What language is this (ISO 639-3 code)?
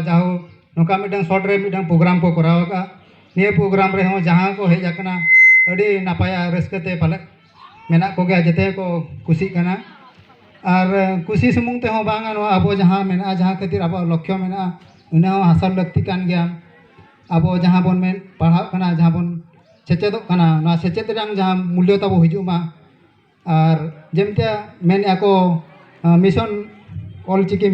sat